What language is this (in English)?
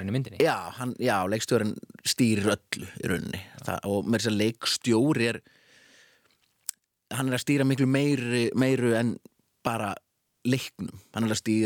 Icelandic